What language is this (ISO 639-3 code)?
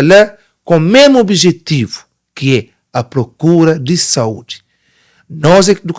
kea